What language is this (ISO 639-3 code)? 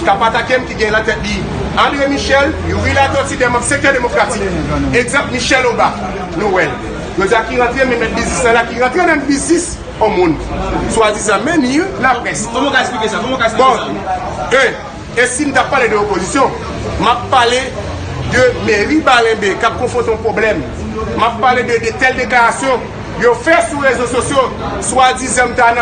hat